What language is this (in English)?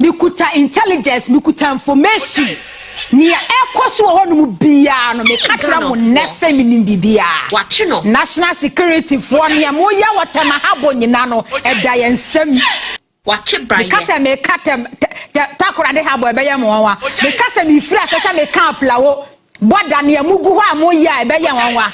Akan